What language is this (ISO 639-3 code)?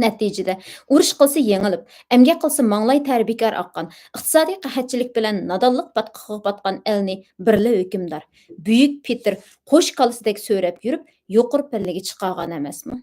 uig